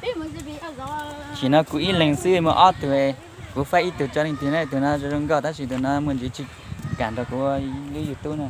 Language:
Hmong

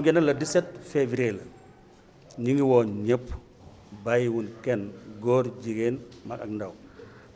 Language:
Wolof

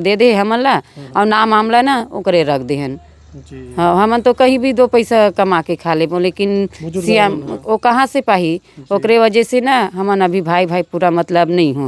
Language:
Chhattisgarhi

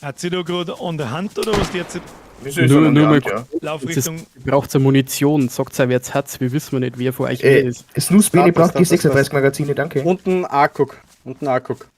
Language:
Bavarian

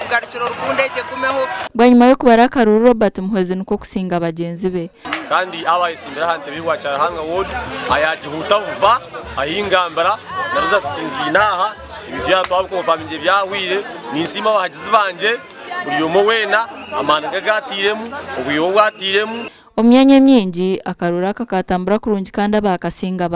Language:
Nyankole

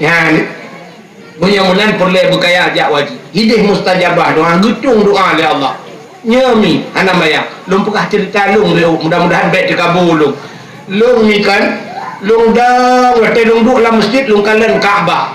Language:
Achinese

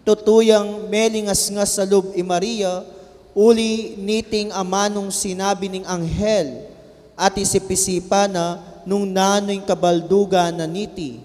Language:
Pampanga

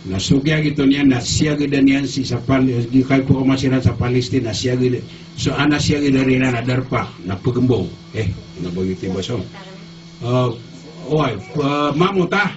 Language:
Maranao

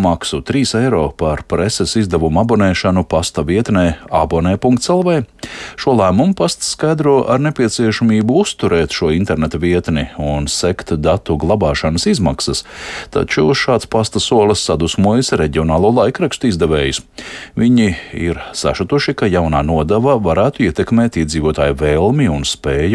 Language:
Latvian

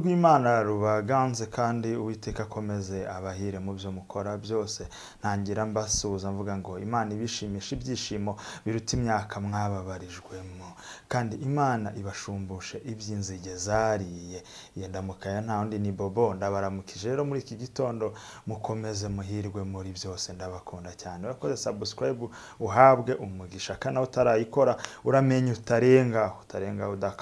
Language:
Kinyarwanda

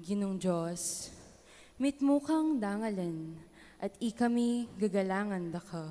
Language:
Pampanga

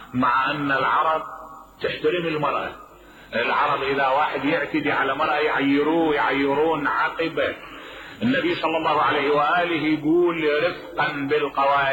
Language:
Mesopotamian Arabic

